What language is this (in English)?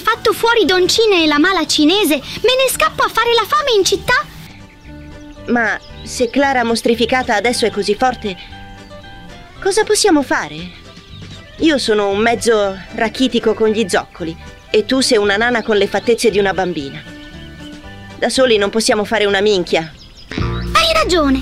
Italian